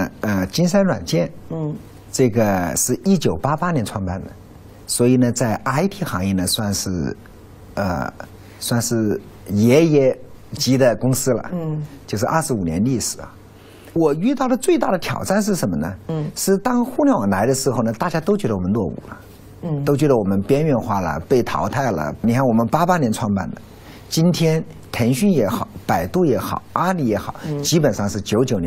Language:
Chinese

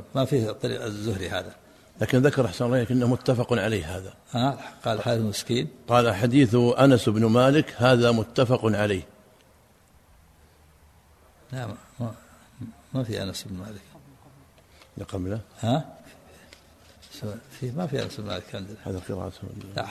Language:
Arabic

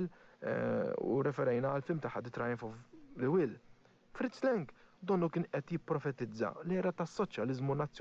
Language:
Maltese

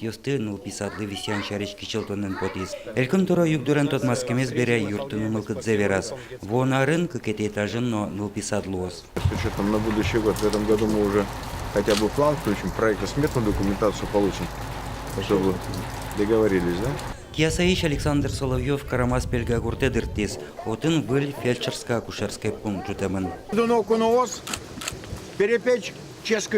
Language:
Udmurt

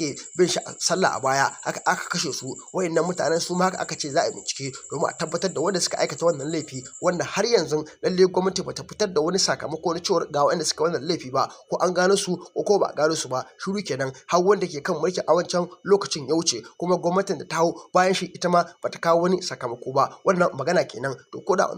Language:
Hausa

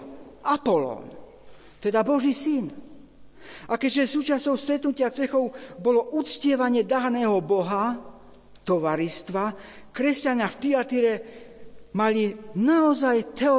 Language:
Slovak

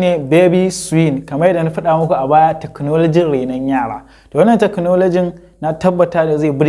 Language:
Hausa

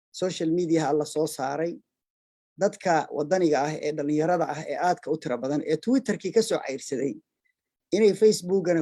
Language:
Somali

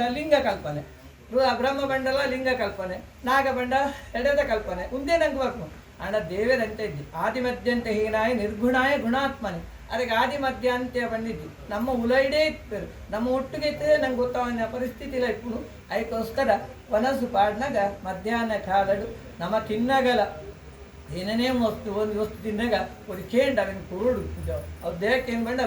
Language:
Tulu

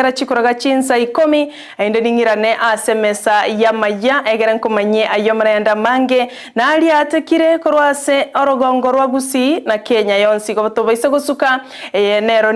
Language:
Gusii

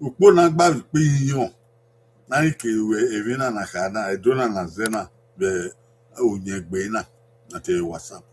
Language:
Bini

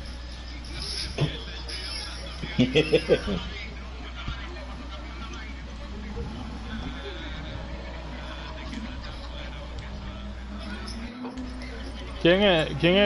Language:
Spanish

